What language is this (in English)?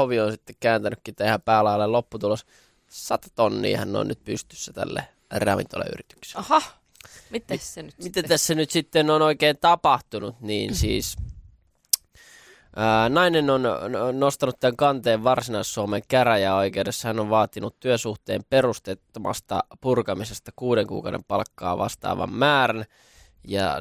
Finnish